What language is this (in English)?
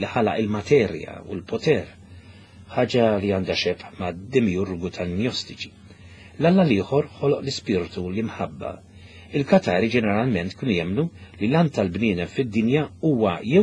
Maltese